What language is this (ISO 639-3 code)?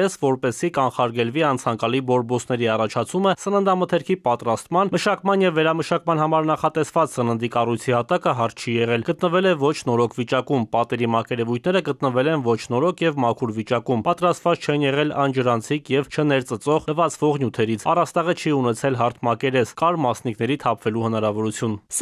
hye